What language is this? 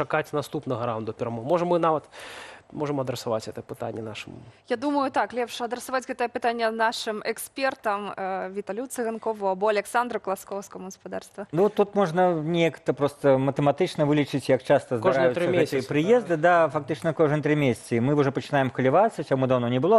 Belarusian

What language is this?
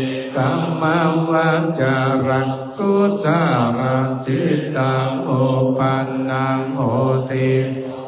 Pali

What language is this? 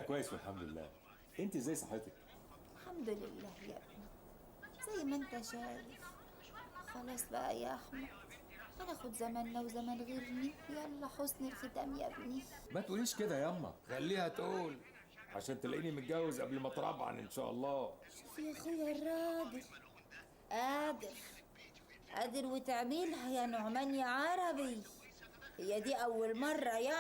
Egyptian Arabic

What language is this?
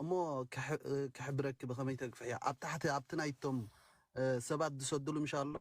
Tigrinya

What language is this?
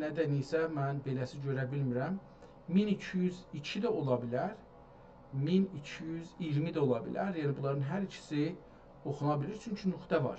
South Azerbaijani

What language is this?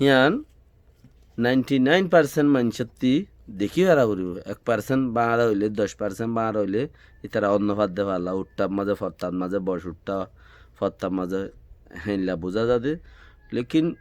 Rohingya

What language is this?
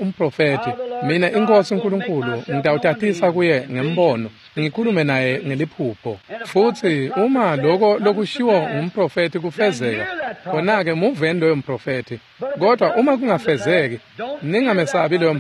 Swati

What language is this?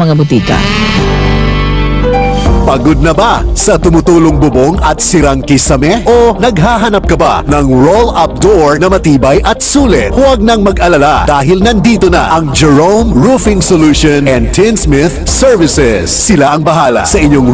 Filipino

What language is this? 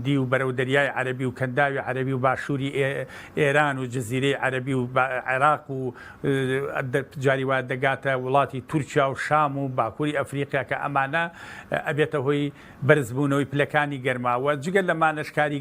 Central Kurdish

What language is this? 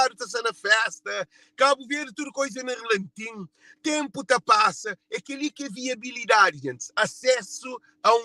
Kabuverdianu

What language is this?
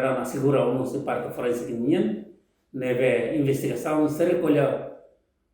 Tetum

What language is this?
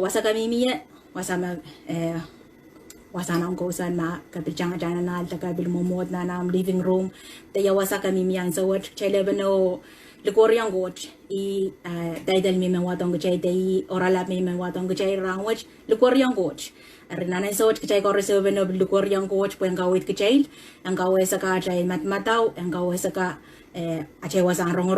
Pohnpeian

